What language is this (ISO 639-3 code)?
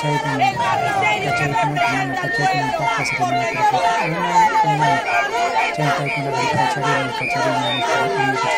quy